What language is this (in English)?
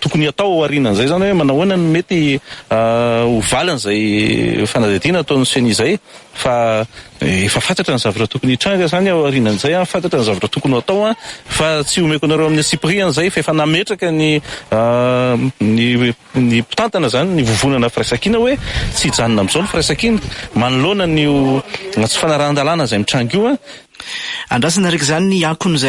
Malagasy